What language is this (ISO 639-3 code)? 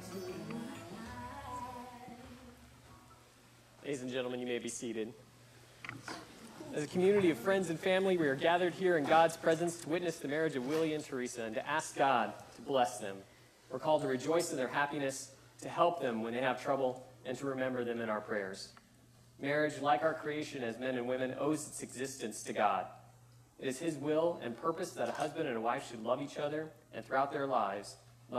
eng